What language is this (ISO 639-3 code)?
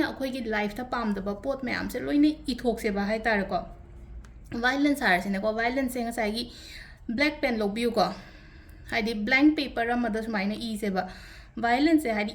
mni